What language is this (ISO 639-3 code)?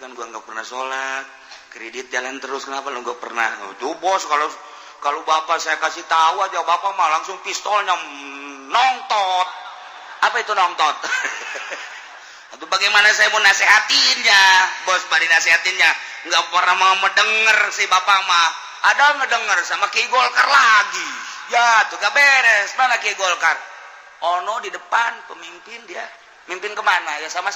sun